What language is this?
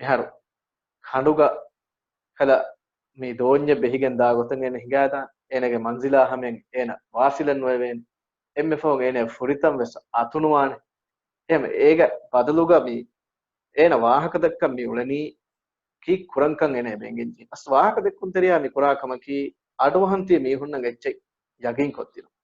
Divehi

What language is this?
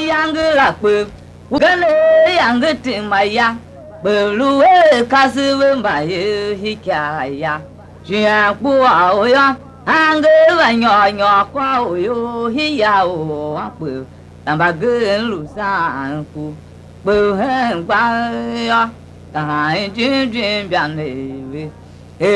Tiv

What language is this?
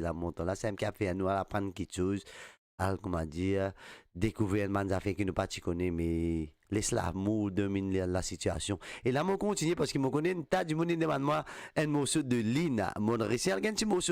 Morisyen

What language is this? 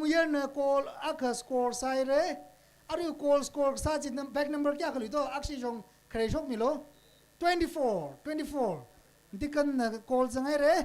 Tangkhul Naga (India)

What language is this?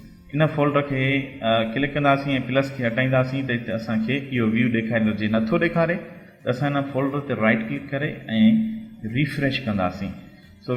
Sindhi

